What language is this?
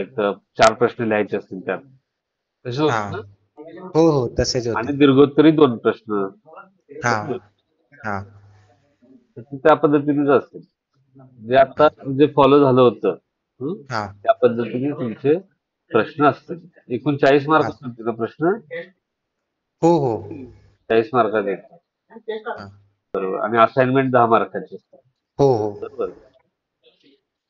Marathi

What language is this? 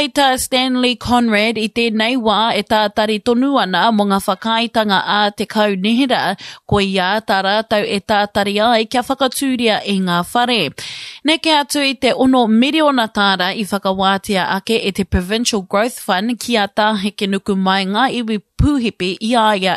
Māori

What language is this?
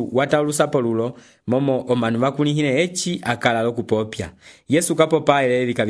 Umbundu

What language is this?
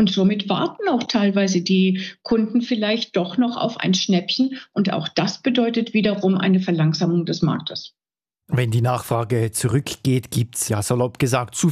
German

